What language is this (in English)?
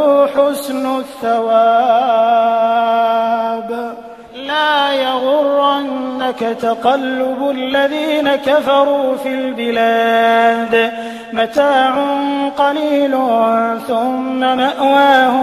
Arabic